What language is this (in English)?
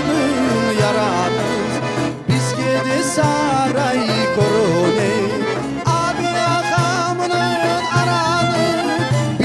Crimean Tatar